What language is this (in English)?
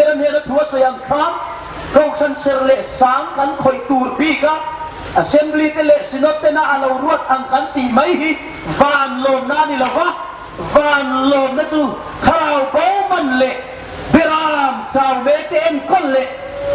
Hmar